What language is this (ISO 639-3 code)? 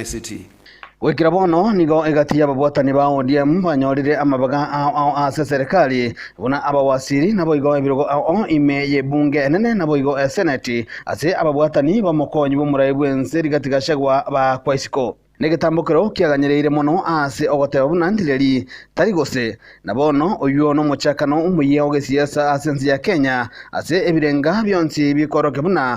guz